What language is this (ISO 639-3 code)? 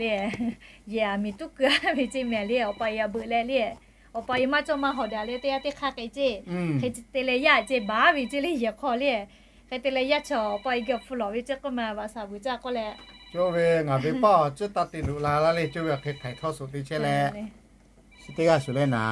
lhu